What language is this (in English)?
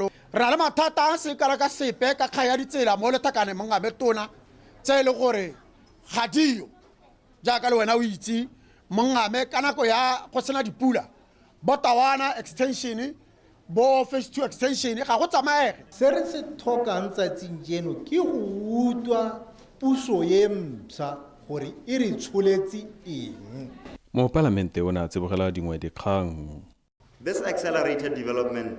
Tswana